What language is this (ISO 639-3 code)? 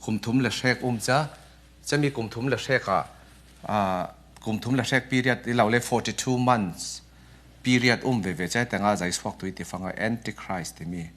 cfm